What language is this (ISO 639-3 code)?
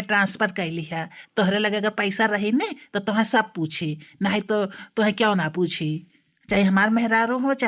bho